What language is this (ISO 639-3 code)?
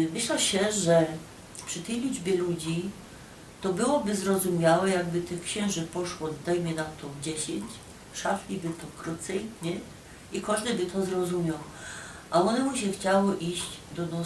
szl